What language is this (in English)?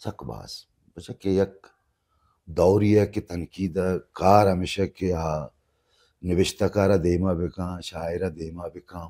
Baluchi